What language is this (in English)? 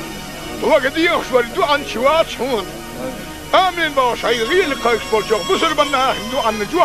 Chechen